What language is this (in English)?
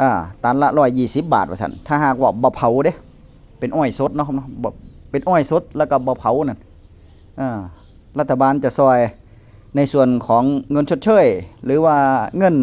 Northeastern Thai